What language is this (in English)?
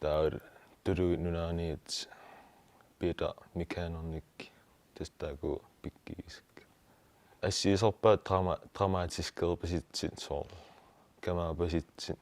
Kalaallisut